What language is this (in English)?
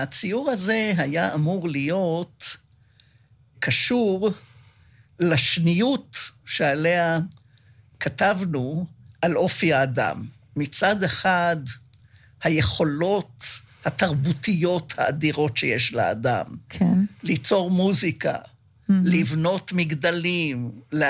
Hebrew